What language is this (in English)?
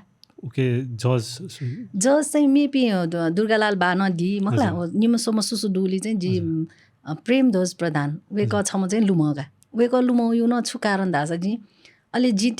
Newari